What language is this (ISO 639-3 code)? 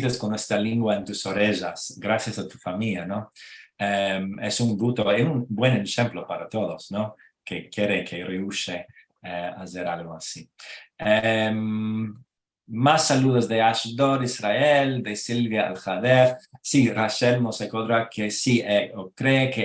lad